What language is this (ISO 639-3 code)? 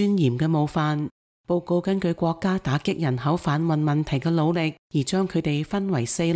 yue